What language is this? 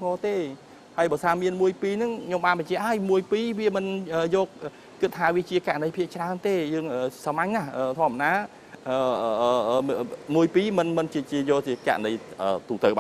Khmer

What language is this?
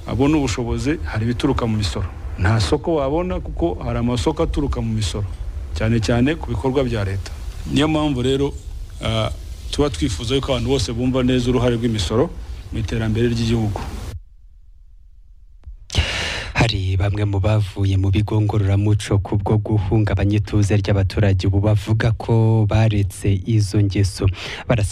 Kinyarwanda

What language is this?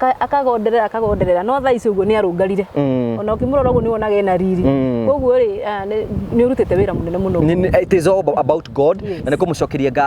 Kikuyu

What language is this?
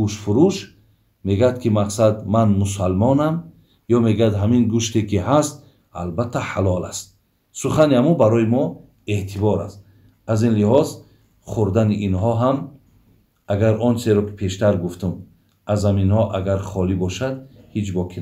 Tajik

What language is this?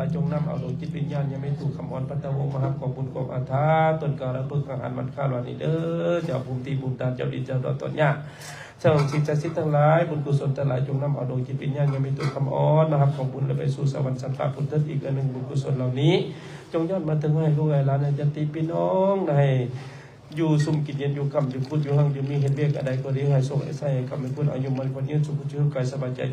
Lao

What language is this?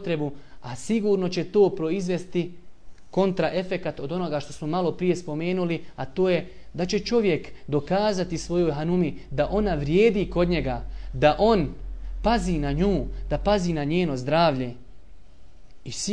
Bosnian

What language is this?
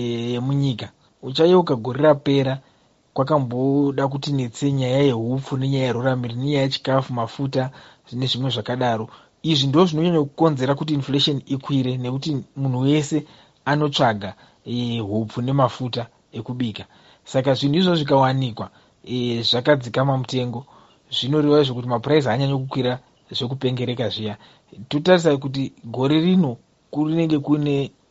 Shona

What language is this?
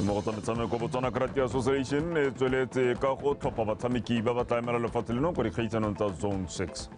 Tswana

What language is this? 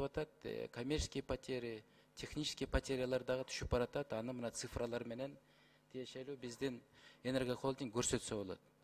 Kyrgyz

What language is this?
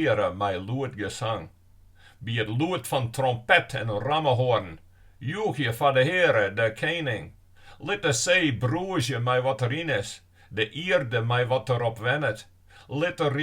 Western Frisian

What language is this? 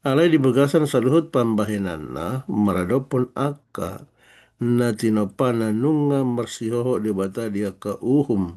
Batak Toba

